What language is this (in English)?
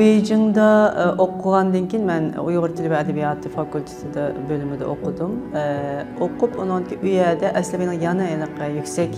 Uyghur